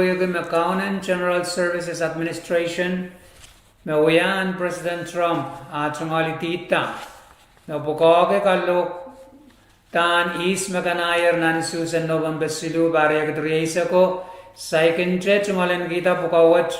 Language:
Pohnpeian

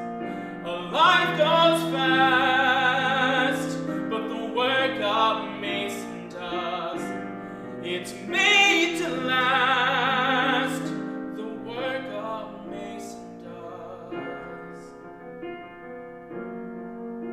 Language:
English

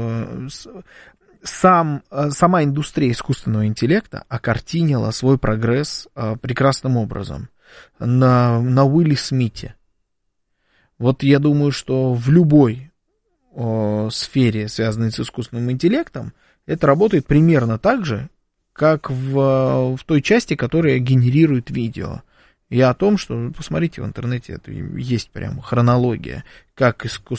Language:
Russian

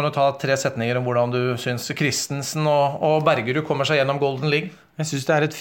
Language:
Norwegian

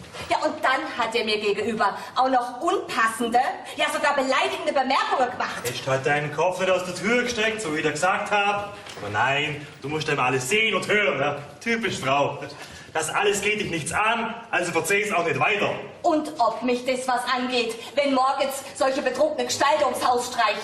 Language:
Bavarian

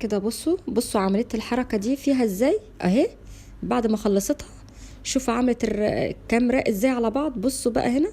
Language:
Egyptian Arabic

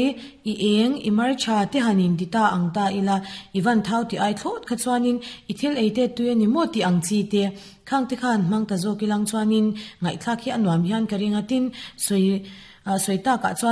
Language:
Mizo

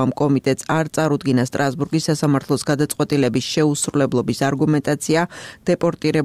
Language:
Georgian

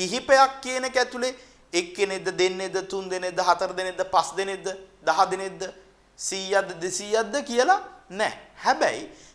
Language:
Sinhala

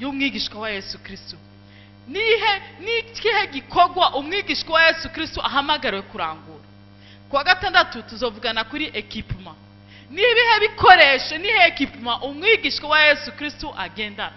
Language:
Rundi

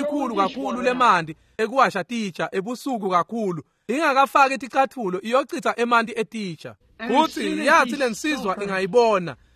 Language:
Swati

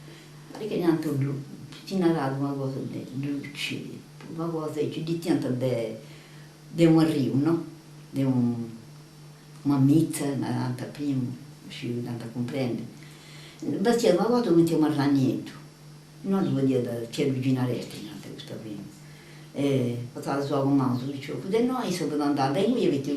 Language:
Sardinian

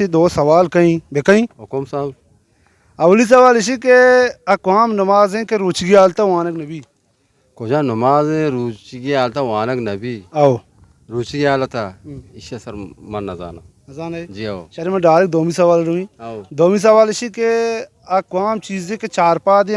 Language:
Baluchi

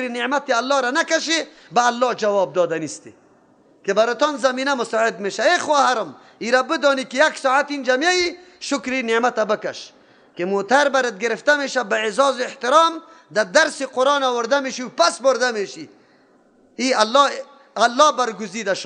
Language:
Persian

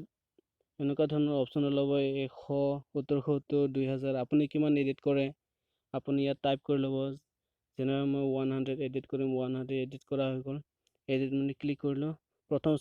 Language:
Assamese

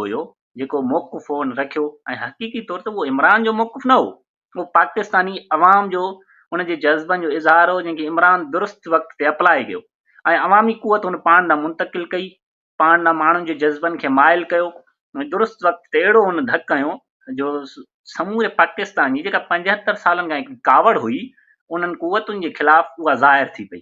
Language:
Sindhi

